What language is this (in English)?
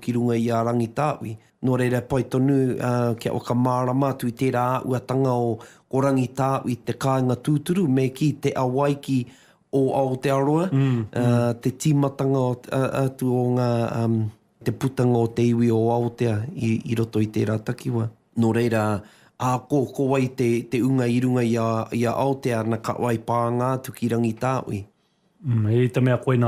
Māori